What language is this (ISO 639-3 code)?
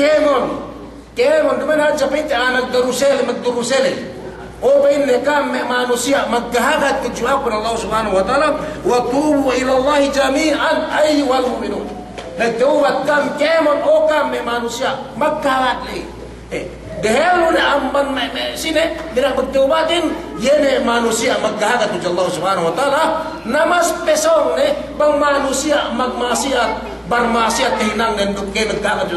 yka